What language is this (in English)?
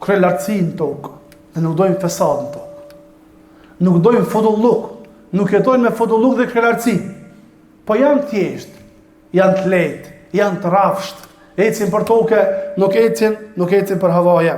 Albanian